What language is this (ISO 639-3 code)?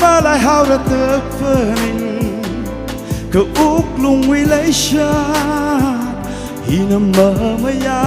nmf